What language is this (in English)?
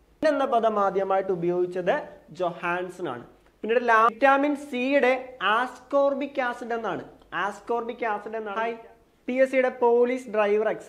Malayalam